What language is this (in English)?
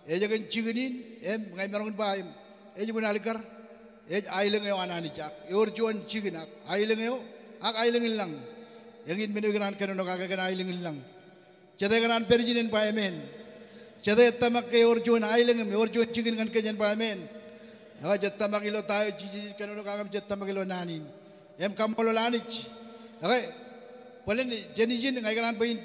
Marshallese